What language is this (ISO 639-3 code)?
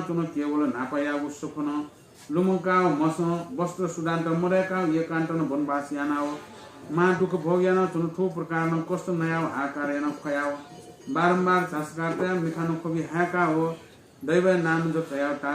new